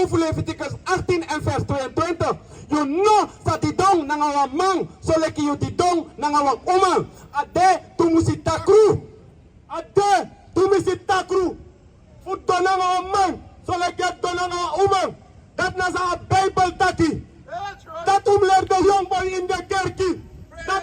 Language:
Sranan Tongo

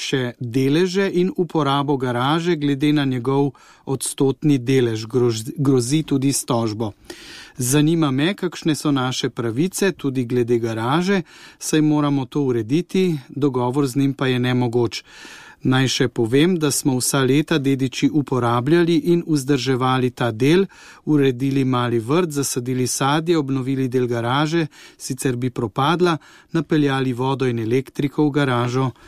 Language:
Slovenian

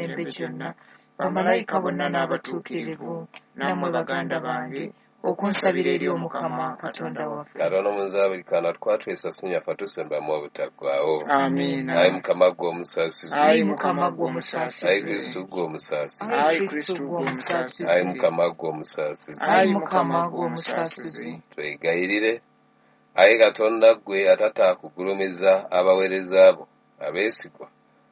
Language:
Ganda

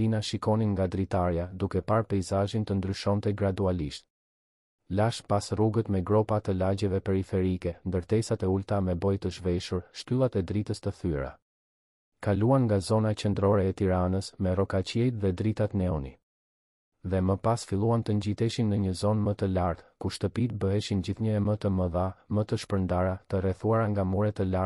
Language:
Albanian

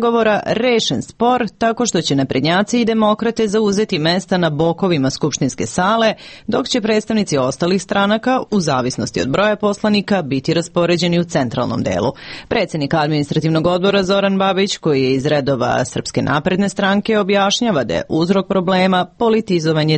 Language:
Serbian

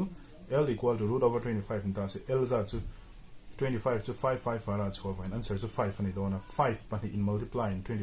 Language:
Mizo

